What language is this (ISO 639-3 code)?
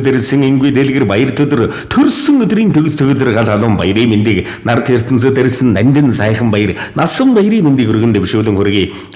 mon